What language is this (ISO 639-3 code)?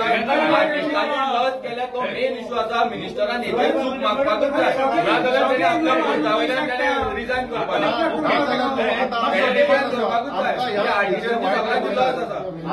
kok